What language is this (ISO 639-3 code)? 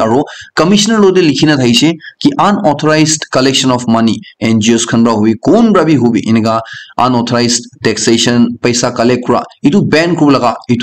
nag